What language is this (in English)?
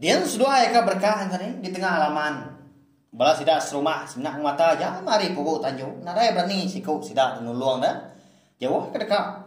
Iban